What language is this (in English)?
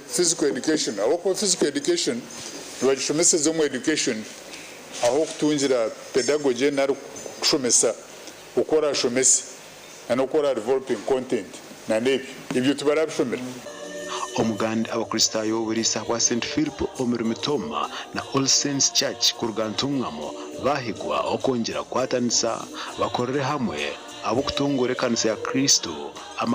Nyankole